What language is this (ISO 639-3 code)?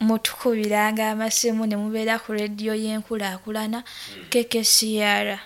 nyo